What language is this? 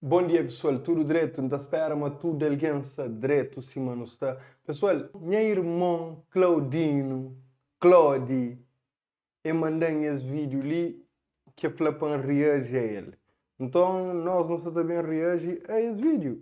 Kabuverdianu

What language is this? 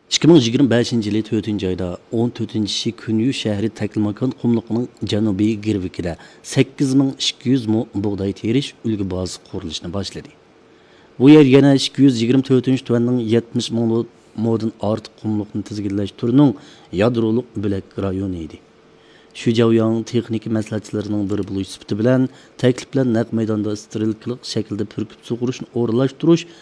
Uyghur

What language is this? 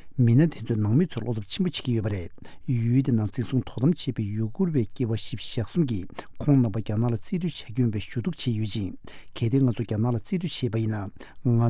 Tibetan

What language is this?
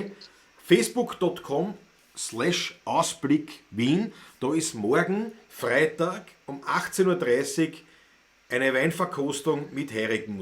Bavarian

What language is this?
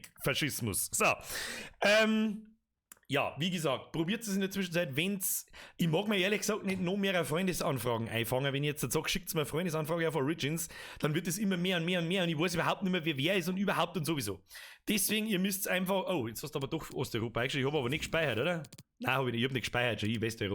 Bavarian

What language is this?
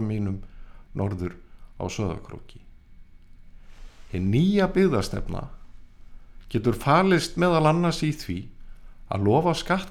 Icelandic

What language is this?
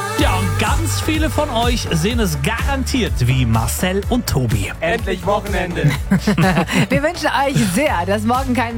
German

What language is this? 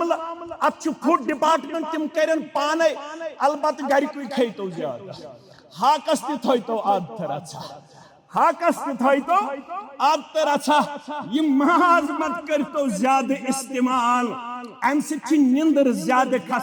Kashmiri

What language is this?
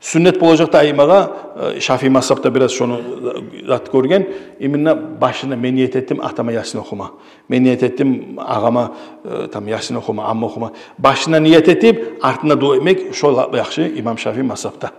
Kumyk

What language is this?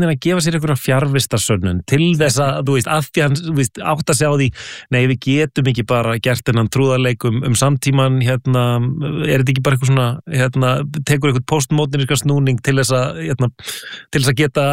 Icelandic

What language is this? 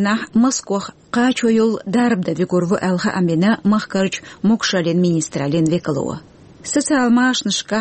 Chechen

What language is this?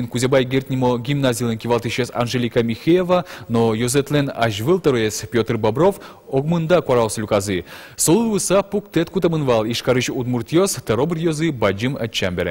Udmurt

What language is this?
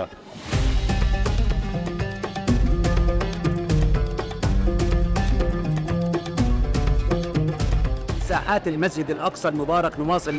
Arabic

